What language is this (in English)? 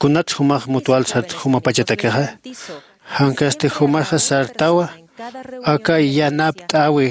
Aymara